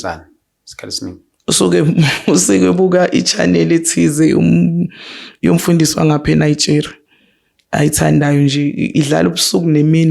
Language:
Zulu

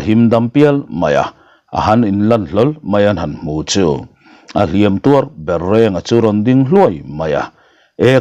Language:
Mizo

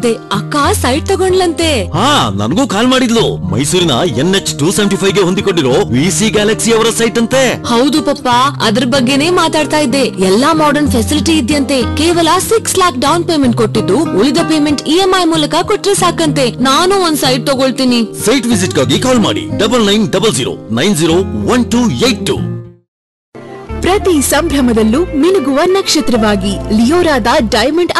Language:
Kannada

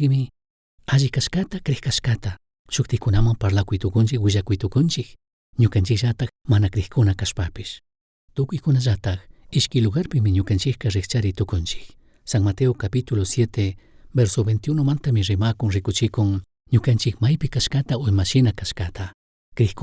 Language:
Chimborazo Highland Quichua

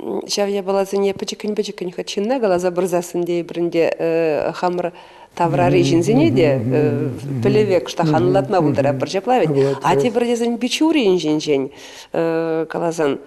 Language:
Chuvash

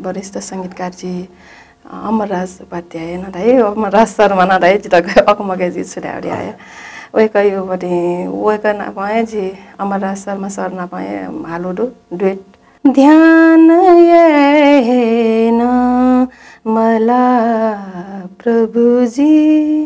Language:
Newari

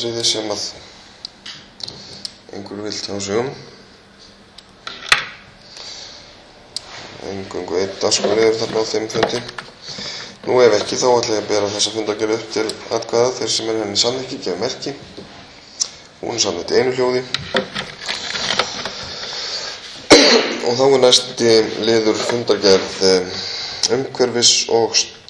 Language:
Icelandic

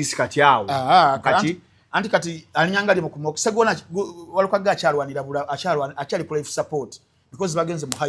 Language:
Ganda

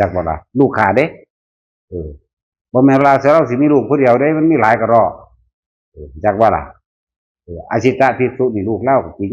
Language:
Northeastern Thai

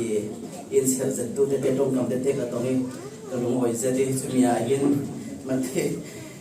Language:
Falam Chin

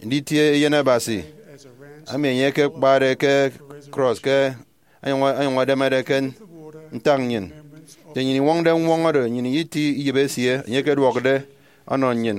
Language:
Efik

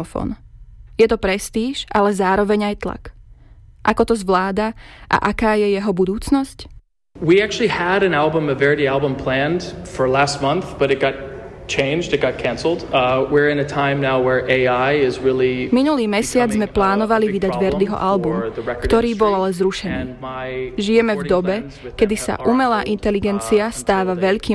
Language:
Slovak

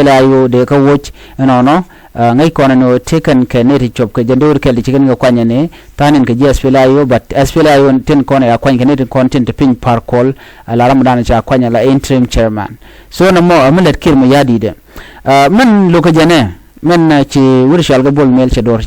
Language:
Nuer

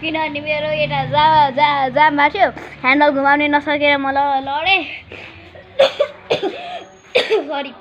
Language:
Nepali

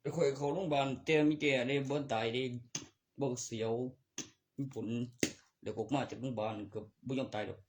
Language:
Northeastern Thai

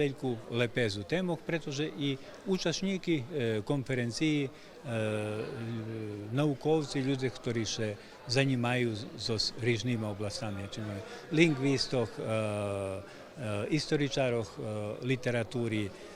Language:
Rusyn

